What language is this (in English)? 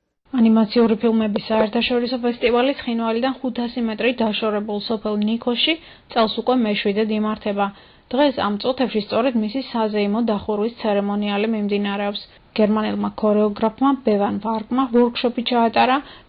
Georgian